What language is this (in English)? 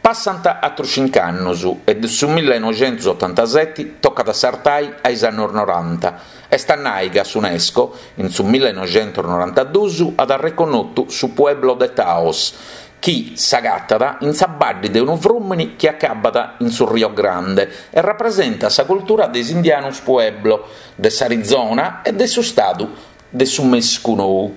Sardinian